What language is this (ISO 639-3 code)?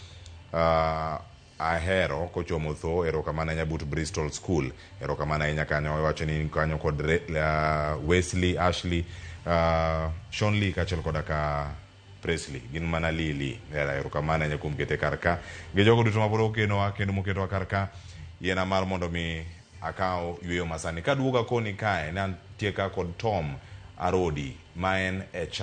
luo